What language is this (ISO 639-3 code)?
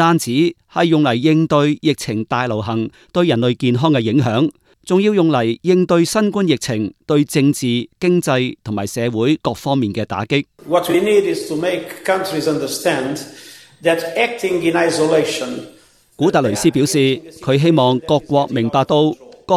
yue